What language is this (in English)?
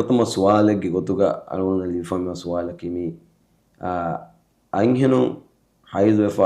Divehi